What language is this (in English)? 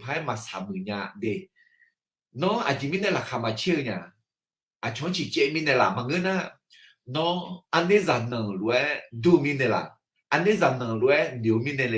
Akha